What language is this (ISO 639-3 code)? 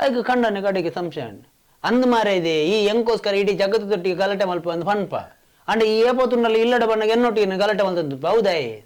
tcy